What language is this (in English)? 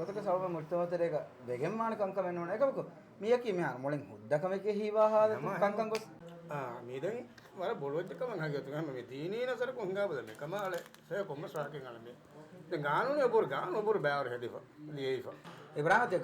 Divehi